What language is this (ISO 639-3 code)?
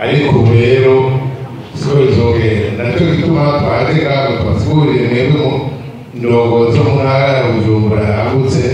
run